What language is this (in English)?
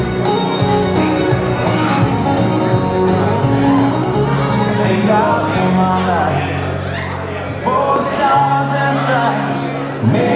English